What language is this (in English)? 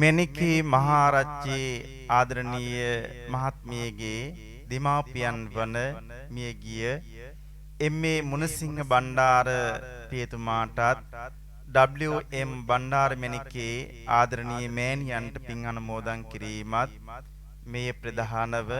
Sinhala